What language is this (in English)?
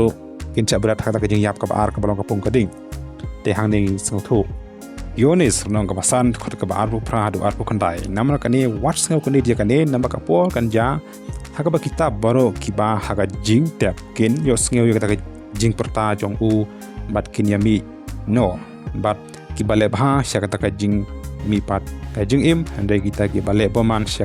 Khasi